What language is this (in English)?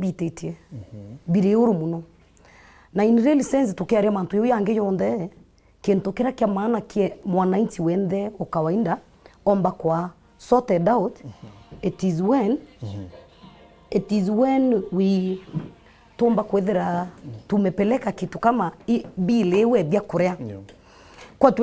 Meru